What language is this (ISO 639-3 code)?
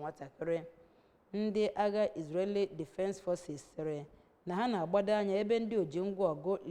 ibo